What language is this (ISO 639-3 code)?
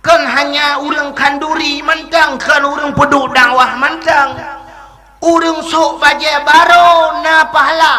ace